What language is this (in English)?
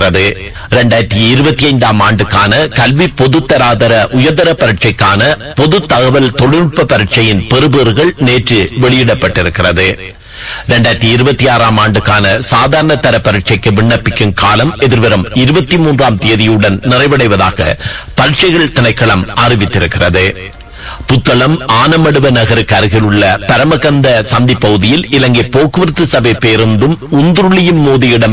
Tamil